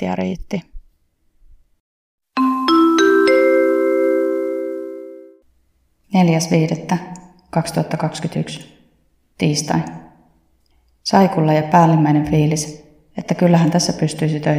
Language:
Finnish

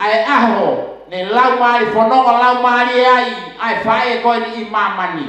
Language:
Tongan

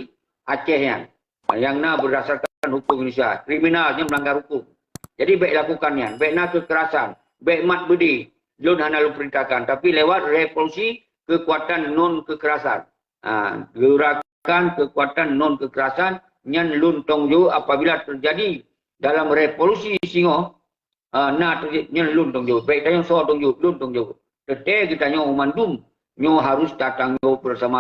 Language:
Achinese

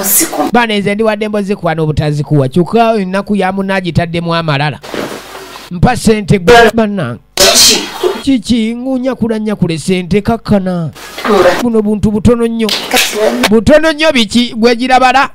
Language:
Ganda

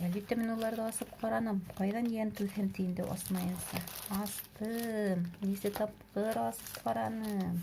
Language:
Bashkir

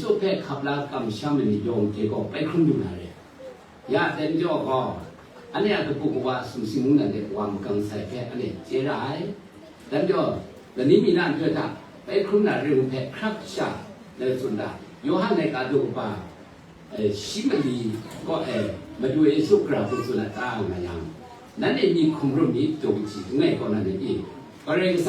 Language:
Kachin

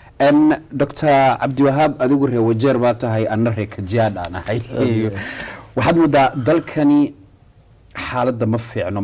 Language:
Somali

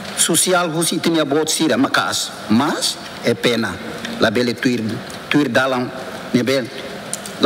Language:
Tetum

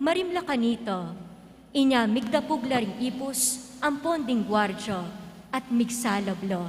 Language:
Pampanga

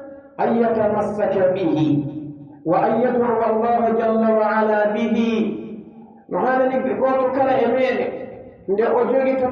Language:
Pular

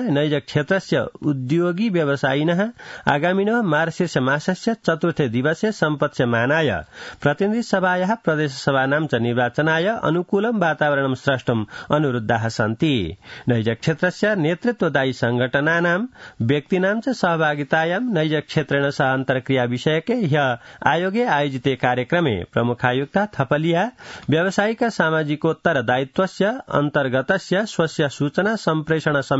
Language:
Sanskrit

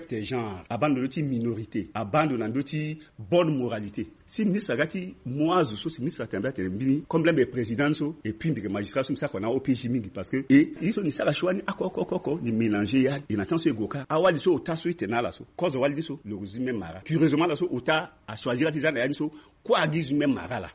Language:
Sango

